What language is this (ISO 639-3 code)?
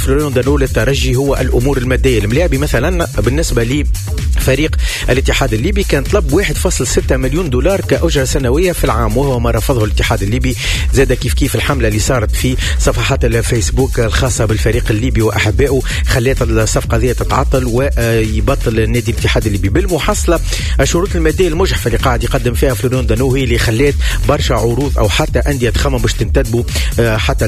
aeb